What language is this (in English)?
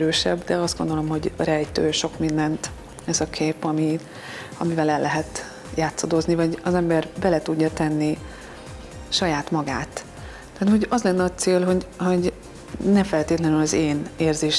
Hungarian